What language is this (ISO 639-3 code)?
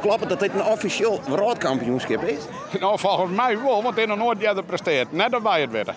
fry